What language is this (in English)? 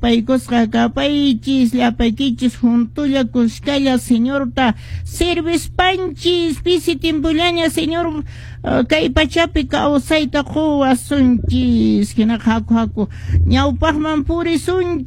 Quechua